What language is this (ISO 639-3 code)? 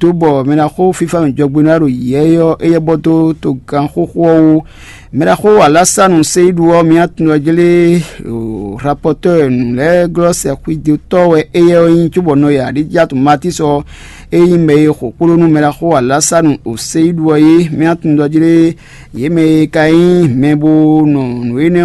fon